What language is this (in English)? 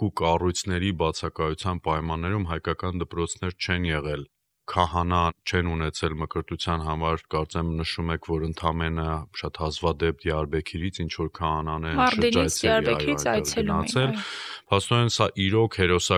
Armenian